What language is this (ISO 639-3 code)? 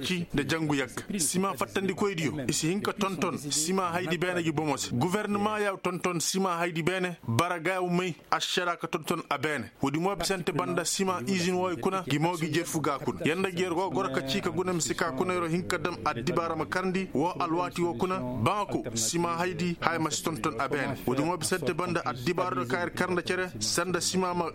ses